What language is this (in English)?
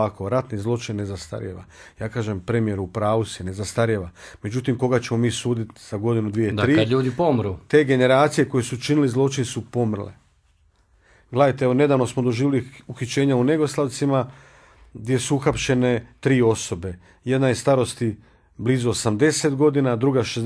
Croatian